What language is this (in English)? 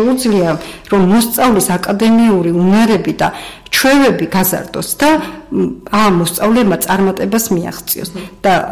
Georgian